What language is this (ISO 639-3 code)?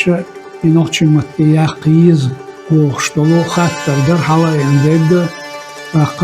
che